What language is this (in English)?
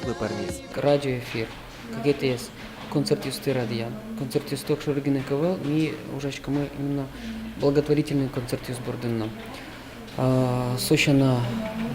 Udmurt